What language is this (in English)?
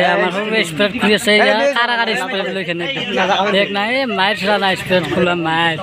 Assamese